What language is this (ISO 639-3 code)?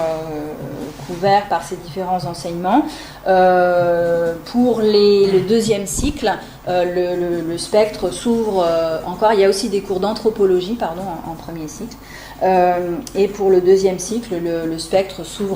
fra